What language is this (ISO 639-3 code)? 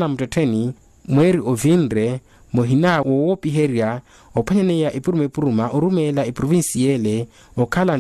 vmw